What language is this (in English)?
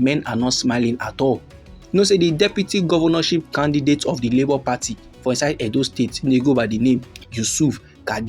Nigerian Pidgin